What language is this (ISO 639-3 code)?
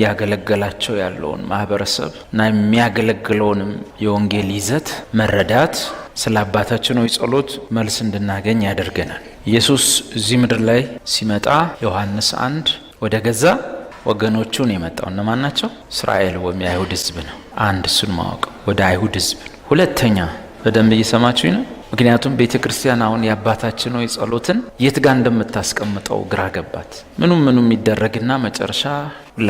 amh